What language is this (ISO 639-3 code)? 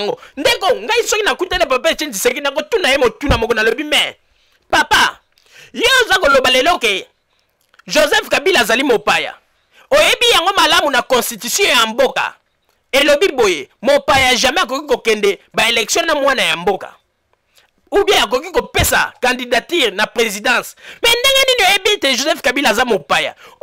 lin